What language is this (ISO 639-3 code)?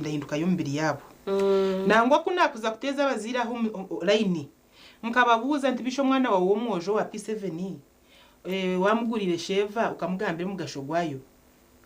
nyn